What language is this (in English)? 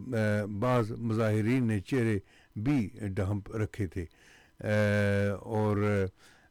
Urdu